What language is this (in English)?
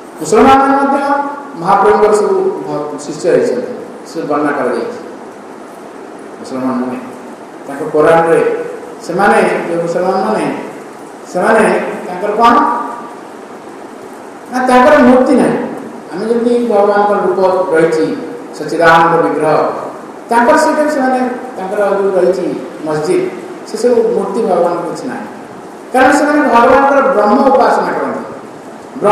Odia